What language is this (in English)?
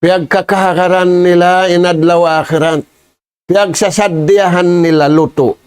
Tausug